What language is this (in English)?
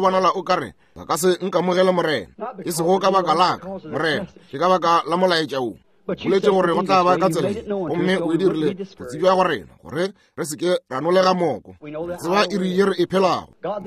Northern Sotho